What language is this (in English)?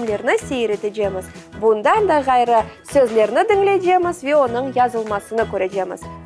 Crimean Tatar